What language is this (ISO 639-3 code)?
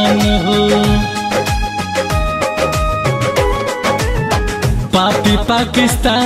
bho